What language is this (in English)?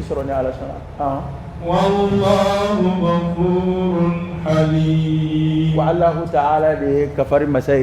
Dyula